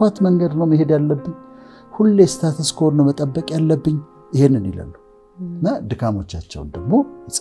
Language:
Amharic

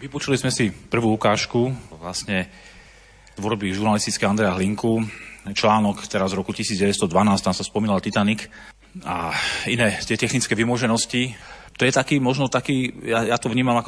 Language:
Slovak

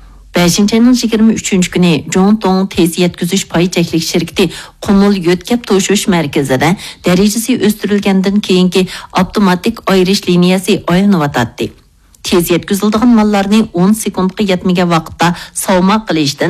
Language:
Uyghur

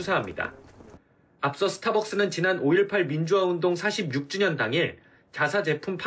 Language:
Korean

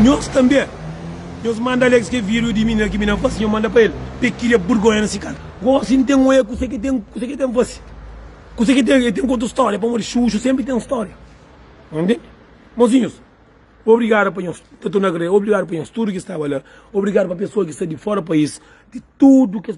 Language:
Kabuverdianu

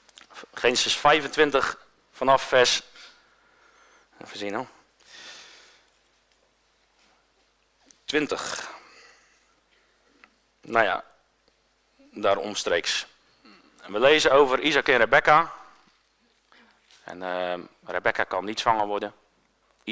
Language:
Dutch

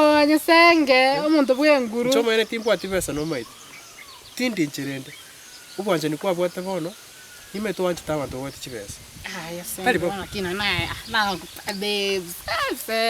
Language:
Gusii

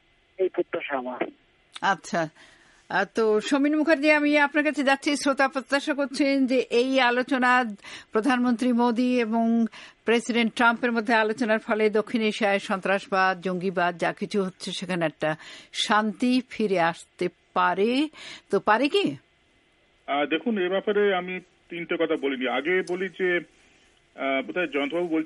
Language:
Bangla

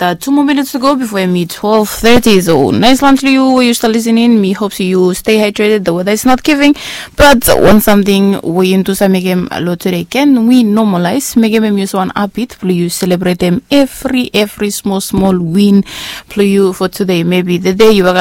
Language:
Bislama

